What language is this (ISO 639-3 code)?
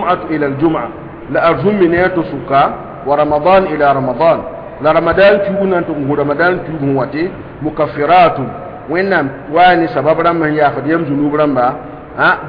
mos